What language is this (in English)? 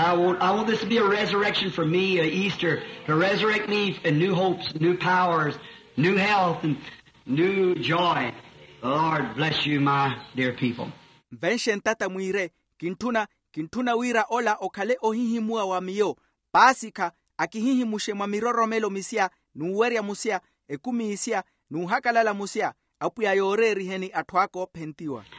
Makhuwa